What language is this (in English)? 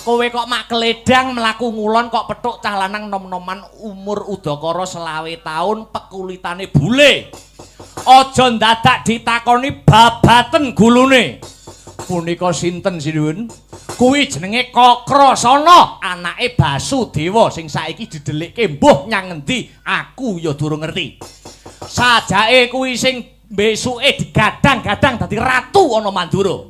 Javanese